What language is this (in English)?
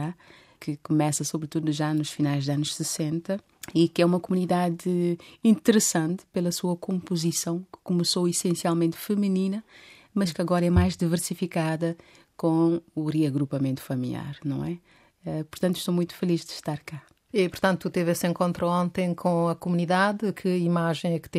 Portuguese